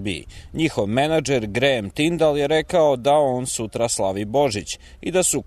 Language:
Serbian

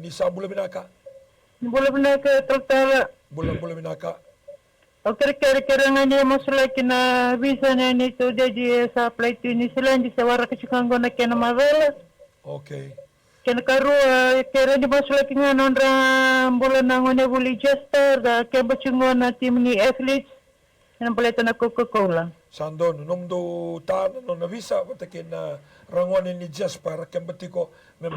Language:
Fijian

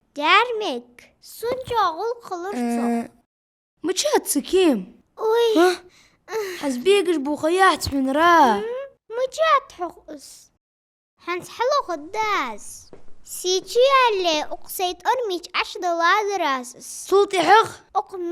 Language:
Ingush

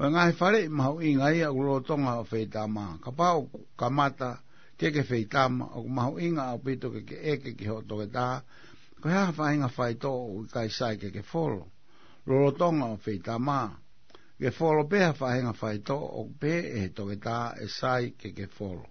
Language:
Tongan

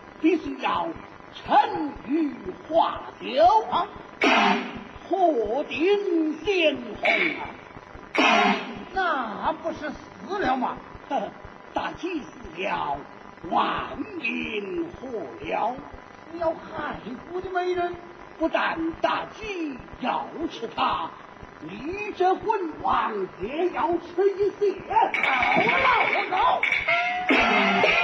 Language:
Chinese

